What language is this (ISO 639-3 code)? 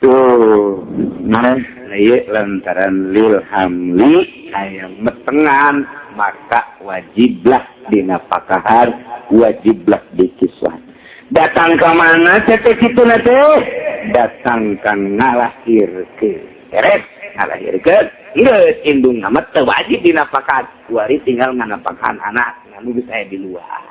sun